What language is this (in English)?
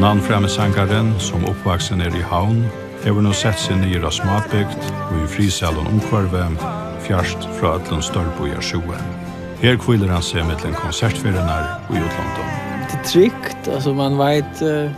Faroese